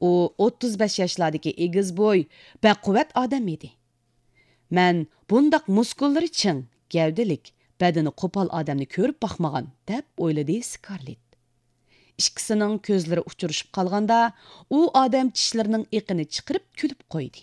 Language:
Uyghur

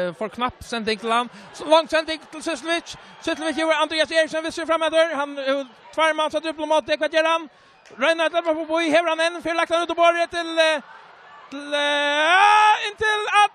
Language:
Faroese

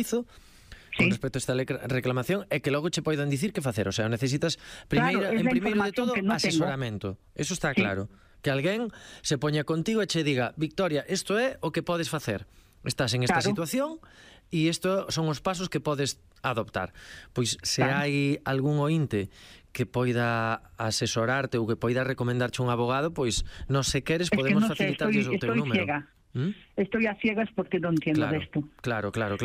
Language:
Galician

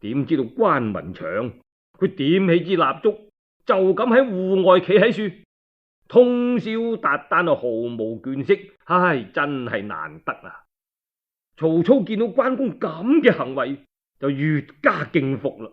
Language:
Cantonese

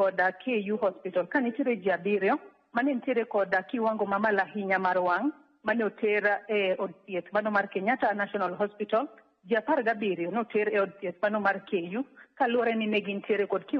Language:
Luo (Kenya and Tanzania)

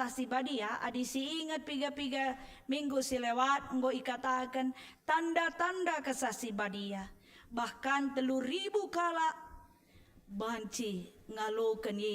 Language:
Batak Karo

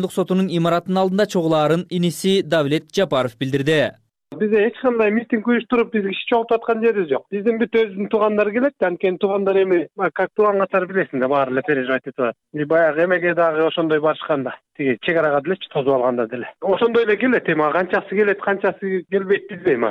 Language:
Kyrgyz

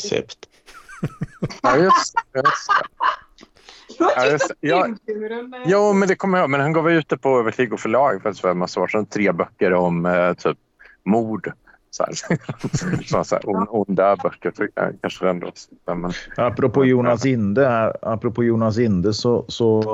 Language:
Swedish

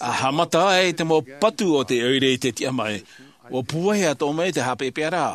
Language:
Tahitian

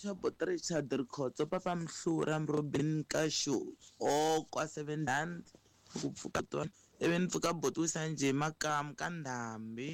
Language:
Tsonga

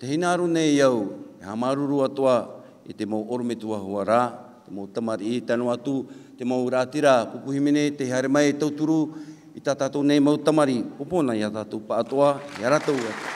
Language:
Tahitian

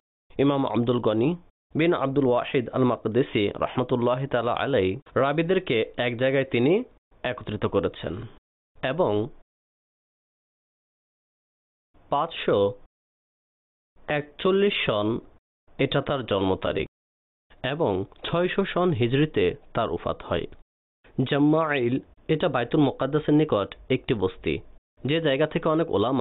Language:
Bangla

